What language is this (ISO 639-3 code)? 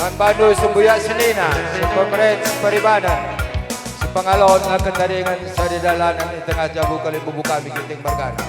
btx